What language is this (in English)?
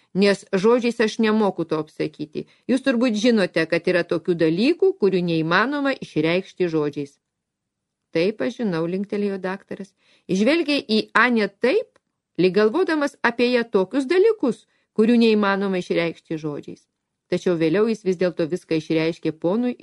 Lithuanian